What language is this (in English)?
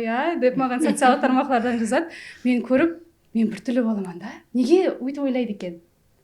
Kara-Kalpak